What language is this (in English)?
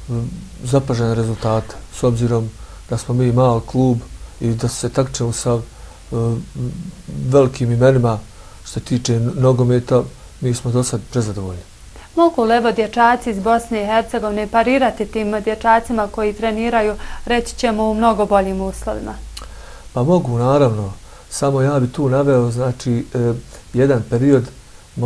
Bosnian